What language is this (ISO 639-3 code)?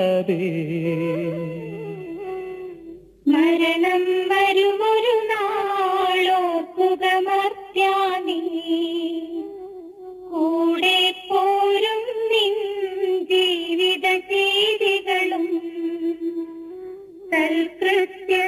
mal